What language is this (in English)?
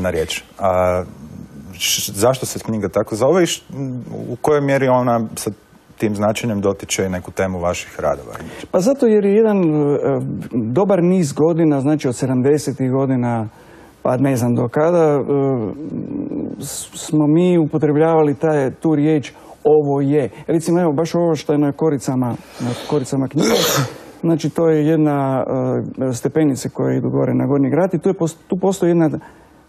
Croatian